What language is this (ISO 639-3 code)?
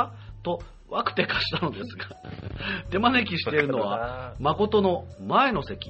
jpn